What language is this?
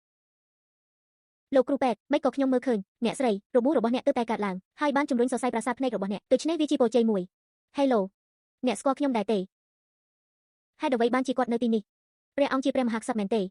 Khmer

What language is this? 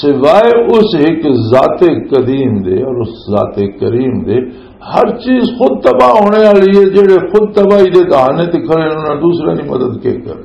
Western Panjabi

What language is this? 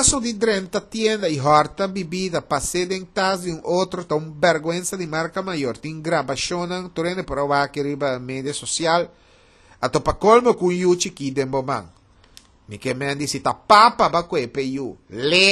Papiamento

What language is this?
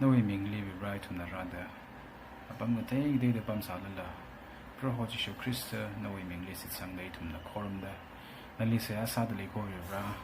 Tangkhul Naga (India)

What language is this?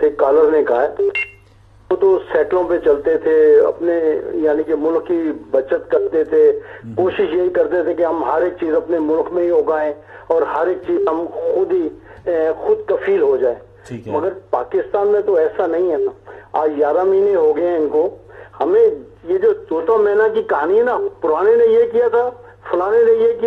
Urdu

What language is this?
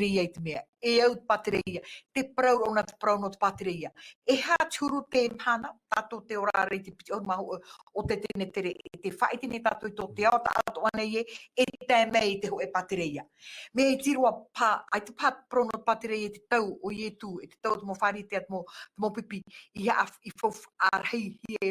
Tahitian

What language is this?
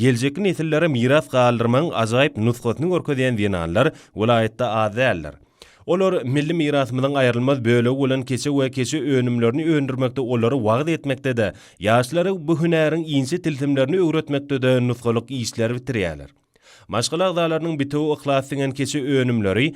Turkmen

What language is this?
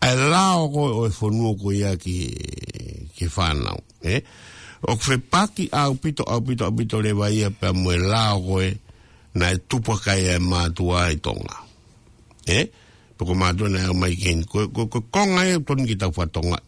Tongan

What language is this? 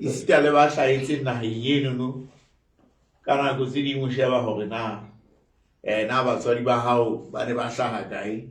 Southern Sotho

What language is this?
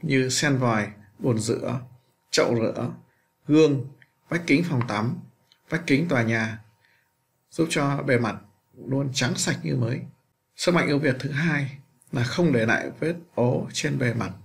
Vietnamese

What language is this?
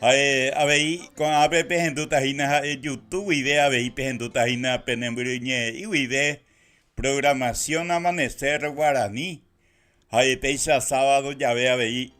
Guarani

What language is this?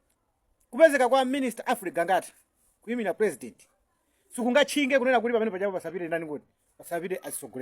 Nyanja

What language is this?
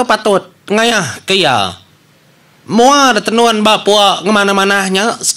Iban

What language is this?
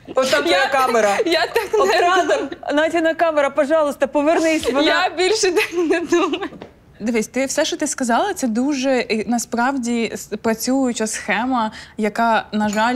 Ukrainian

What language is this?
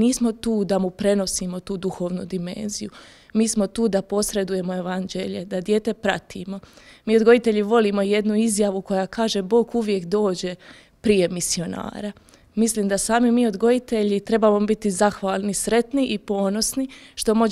Croatian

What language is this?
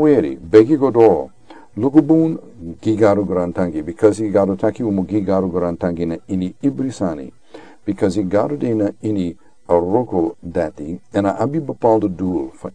Sranan Tongo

